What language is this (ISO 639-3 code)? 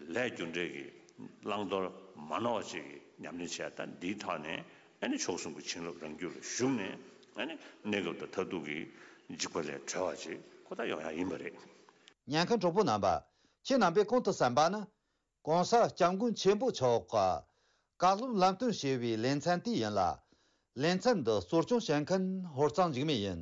bod